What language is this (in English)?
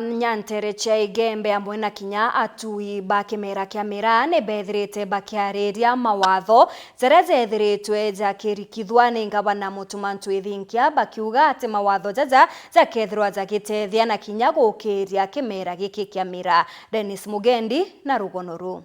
Meru